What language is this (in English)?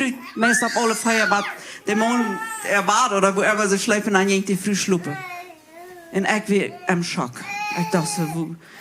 Plautdietsch